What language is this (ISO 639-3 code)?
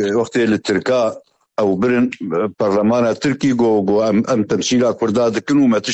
kur